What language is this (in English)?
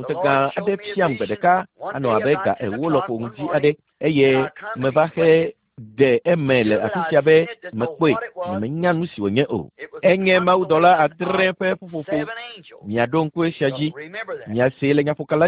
Ewe